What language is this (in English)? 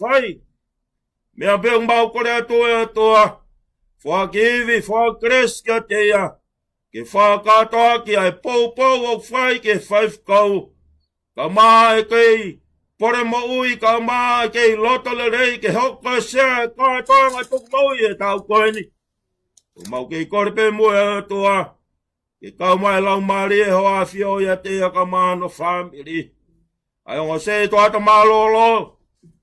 Tongan